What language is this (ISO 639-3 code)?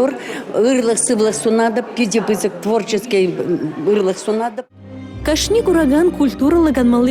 chv